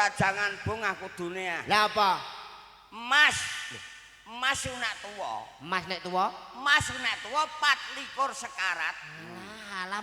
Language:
Javanese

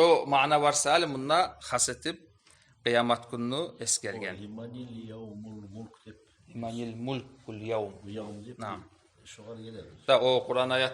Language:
Kumyk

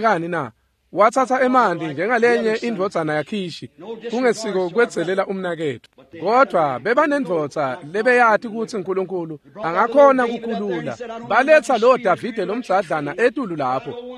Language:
Swati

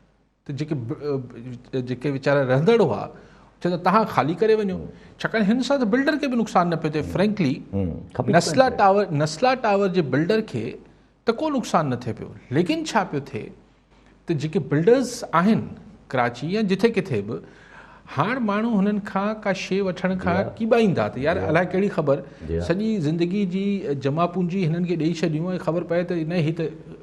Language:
Sindhi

